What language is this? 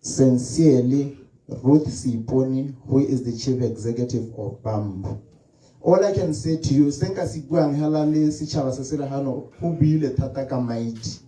Tswana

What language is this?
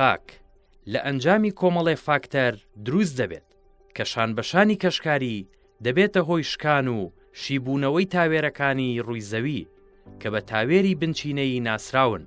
Central Kurdish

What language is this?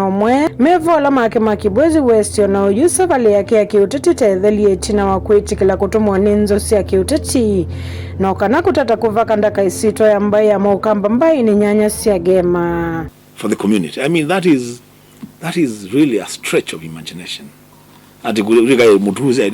Kamba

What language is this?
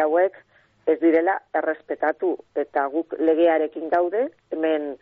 Basque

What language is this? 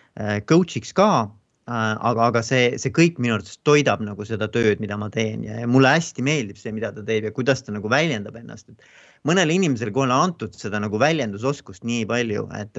Estonian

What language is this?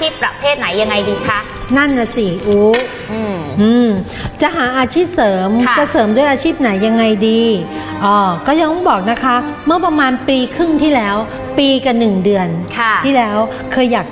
Thai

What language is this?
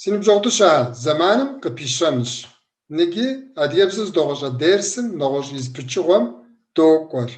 Kabardian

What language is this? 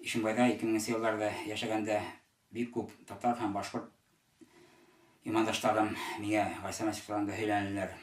Bashkir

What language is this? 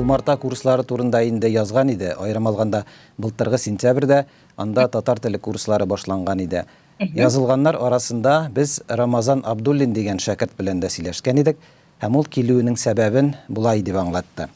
Tatar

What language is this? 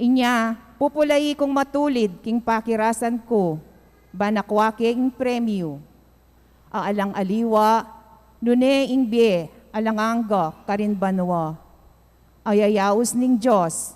Pampanga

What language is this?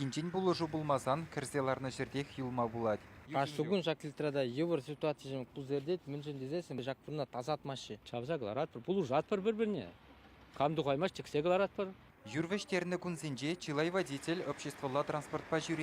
Chuvash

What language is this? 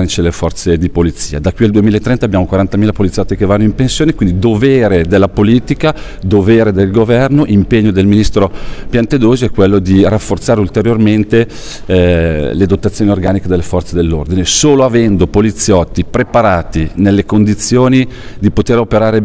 Italian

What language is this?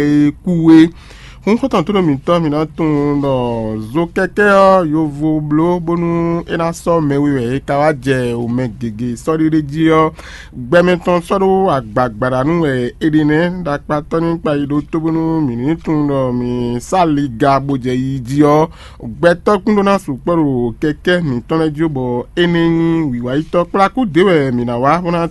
Fon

